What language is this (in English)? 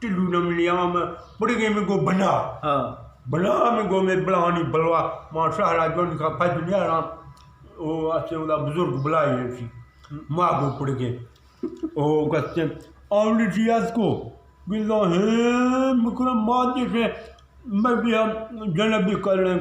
Eastern Balochi